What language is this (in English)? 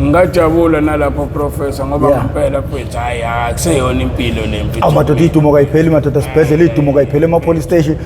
Zulu